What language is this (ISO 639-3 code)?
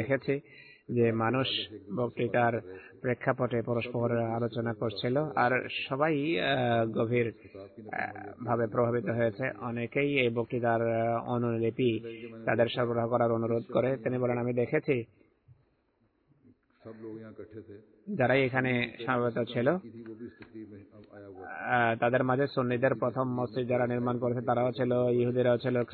ben